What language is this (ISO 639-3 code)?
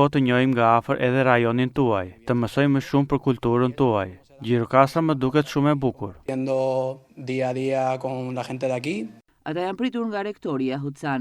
sqi